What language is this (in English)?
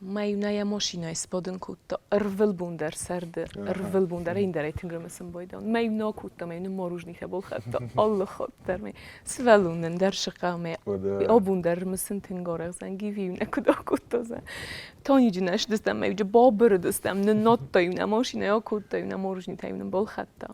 Ossetic